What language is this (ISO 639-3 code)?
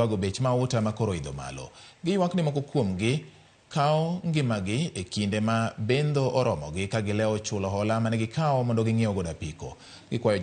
luo